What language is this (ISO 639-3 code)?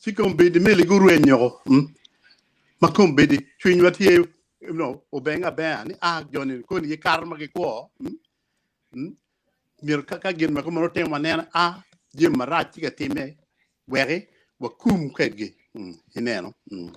ach